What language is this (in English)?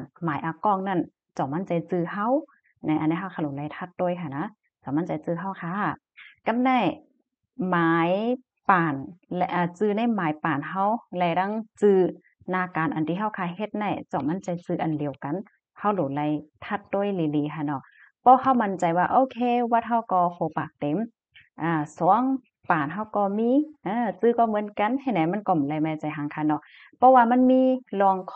Shan